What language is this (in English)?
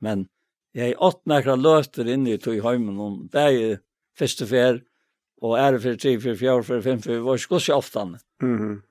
Faroese